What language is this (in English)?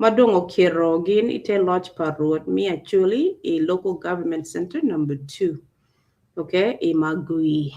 Acoli